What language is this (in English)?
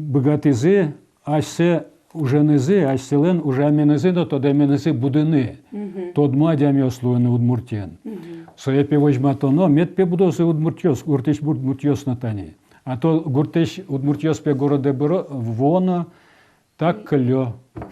Udmurt